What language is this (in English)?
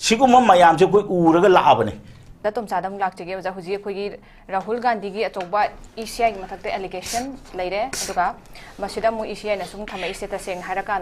Manipuri